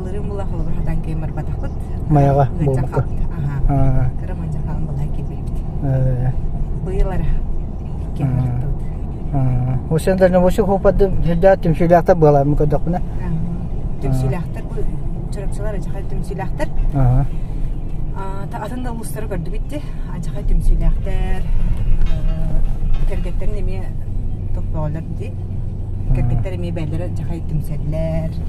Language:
Yakut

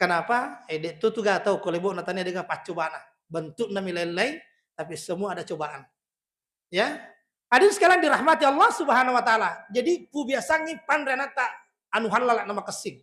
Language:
Buginese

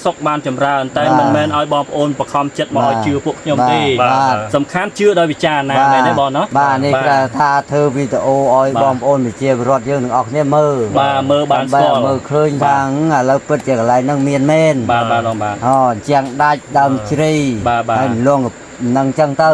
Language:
Khmer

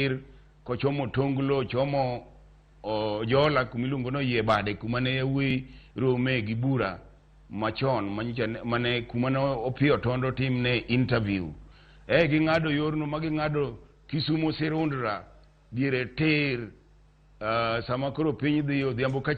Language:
Luo (Kenya and Tanzania)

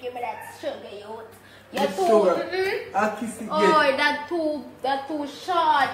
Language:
Jamaican Creole English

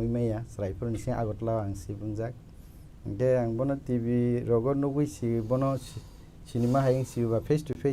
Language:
Kok Borok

